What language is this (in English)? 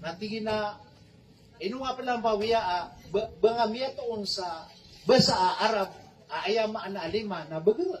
Maranao